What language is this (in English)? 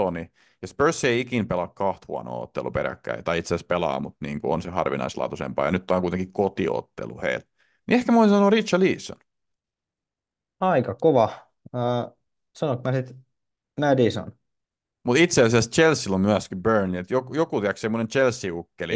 Finnish